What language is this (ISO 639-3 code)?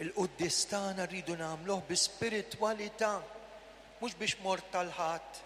mlt